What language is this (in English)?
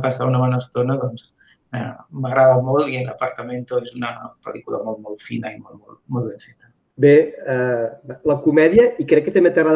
Catalan